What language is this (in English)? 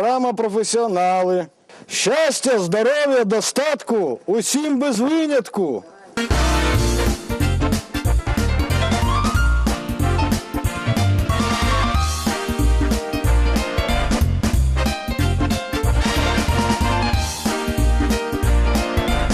Ukrainian